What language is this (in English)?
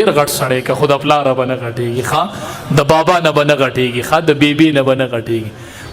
Pashto